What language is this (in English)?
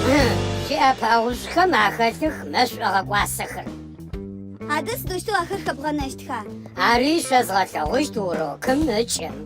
Adyghe